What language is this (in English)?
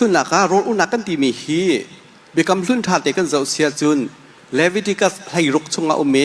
Hakha Chin